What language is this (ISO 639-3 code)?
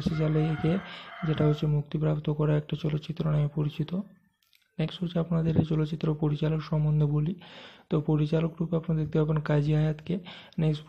ben